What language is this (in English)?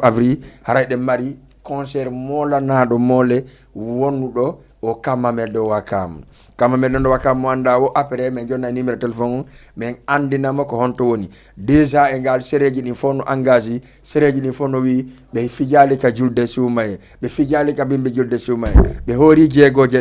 Fula